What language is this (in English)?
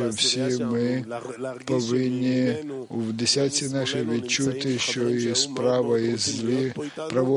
Ukrainian